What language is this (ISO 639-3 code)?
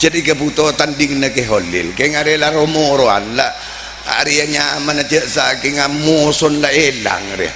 mad